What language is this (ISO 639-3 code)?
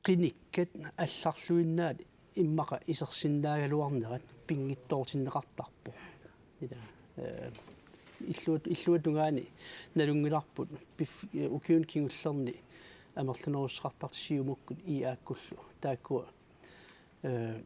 kal